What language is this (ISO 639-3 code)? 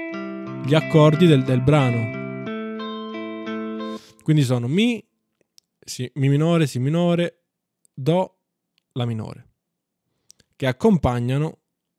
ita